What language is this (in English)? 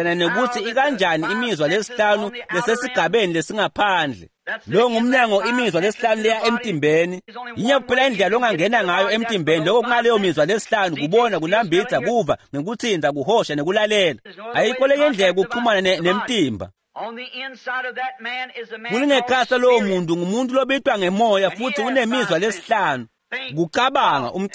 Swati